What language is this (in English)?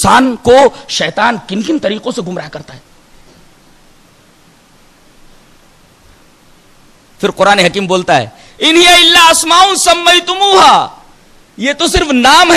Urdu